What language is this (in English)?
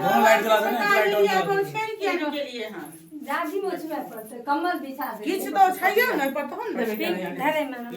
Maithili